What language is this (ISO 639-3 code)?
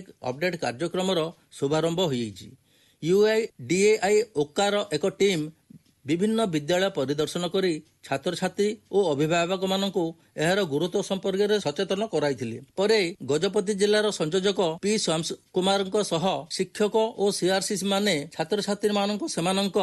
ori